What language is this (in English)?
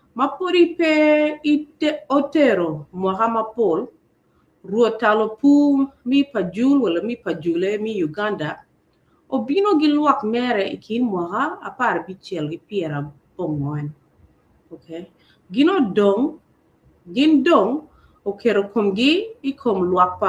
Acoli